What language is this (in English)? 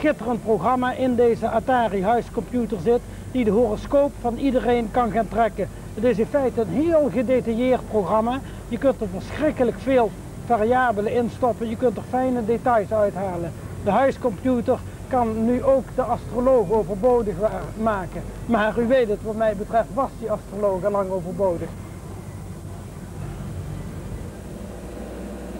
Dutch